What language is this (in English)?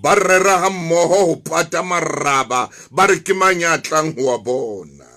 Southern Sotho